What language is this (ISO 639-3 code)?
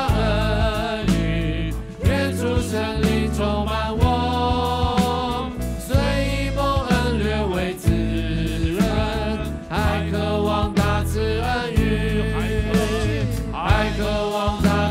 zho